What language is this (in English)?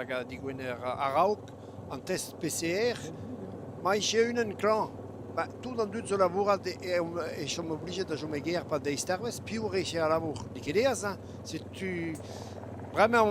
Breton